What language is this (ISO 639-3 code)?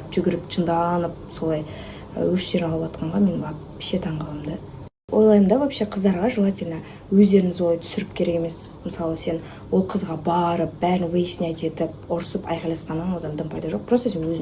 kaz